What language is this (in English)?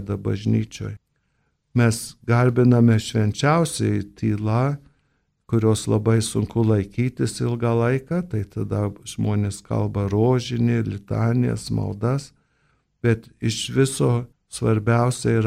Lithuanian